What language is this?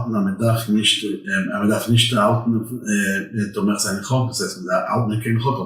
Yiddish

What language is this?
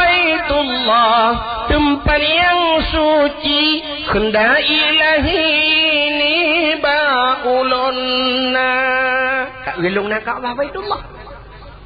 Achinese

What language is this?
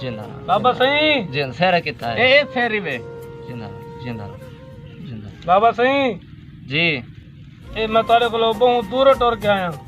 Saraiki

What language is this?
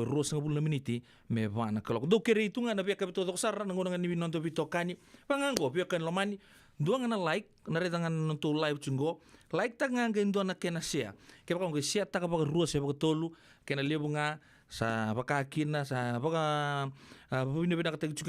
Fijian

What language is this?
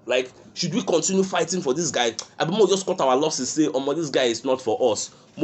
Nigerian Pidgin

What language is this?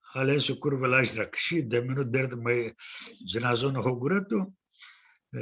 Zaza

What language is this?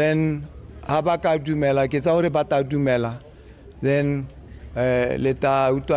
Tswana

